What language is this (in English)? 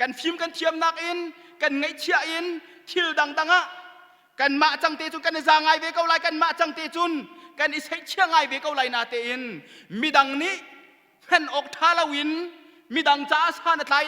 Hakha Chin